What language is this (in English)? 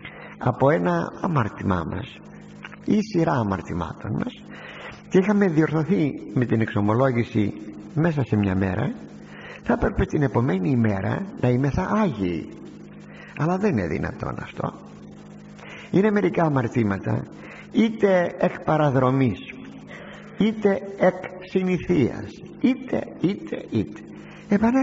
Greek